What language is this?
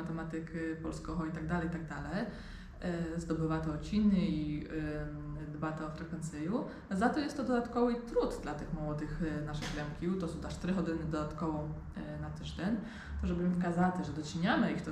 Rusyn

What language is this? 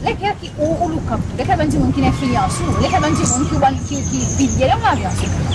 Seselwa Creole French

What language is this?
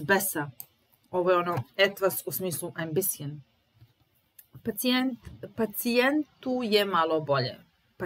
Serbian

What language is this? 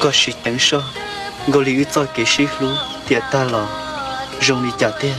Hmong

